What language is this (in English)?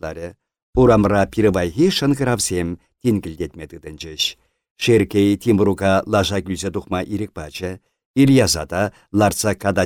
Chuvash